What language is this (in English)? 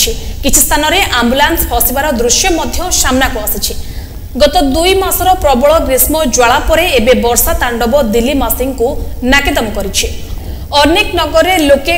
Odia